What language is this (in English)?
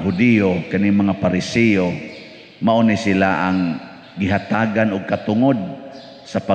Cebuano